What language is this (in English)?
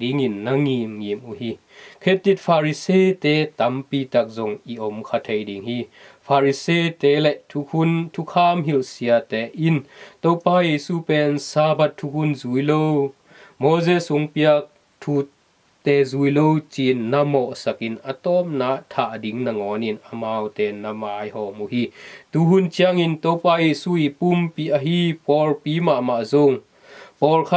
Tedim Chin